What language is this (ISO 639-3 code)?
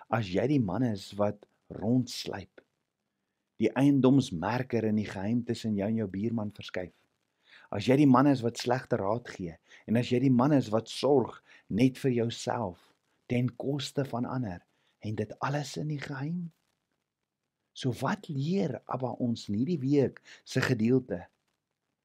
afr